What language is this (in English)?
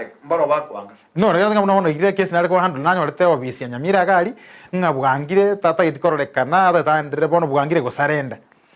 Gusii